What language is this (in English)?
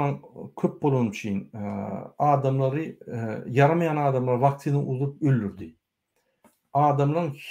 Turkmen